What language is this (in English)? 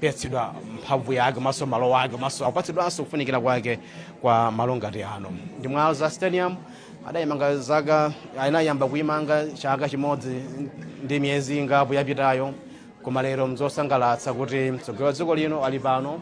Nyanja